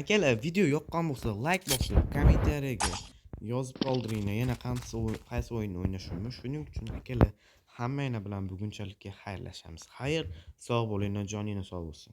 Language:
Uzbek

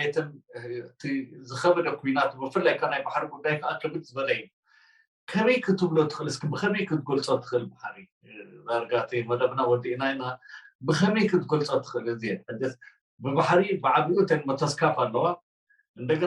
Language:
Tigrinya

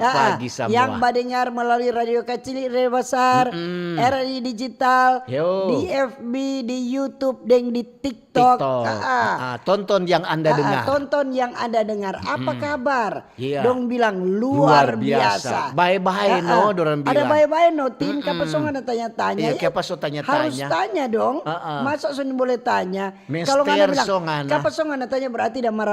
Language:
Manado Malay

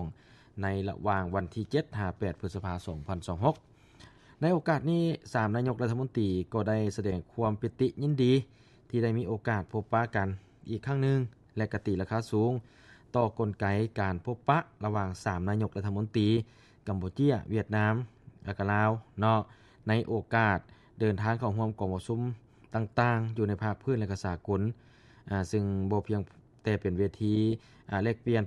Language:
Lao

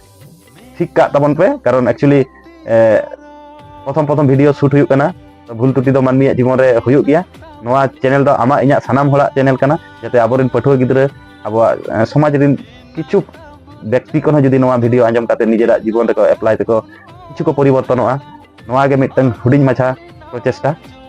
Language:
Santali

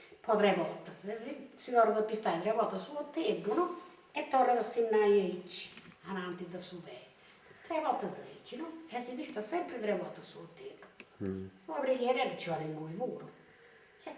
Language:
Sardinian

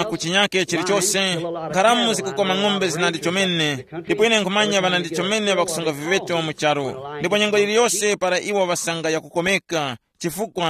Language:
Tumbuka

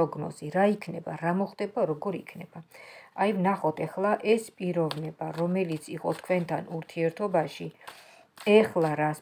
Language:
Georgian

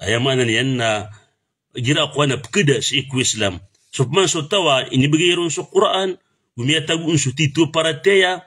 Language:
Maranao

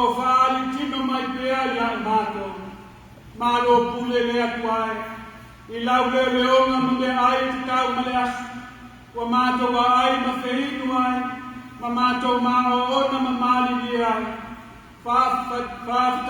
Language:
Samoan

